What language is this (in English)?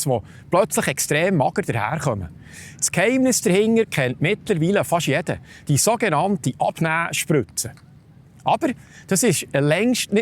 Swiss German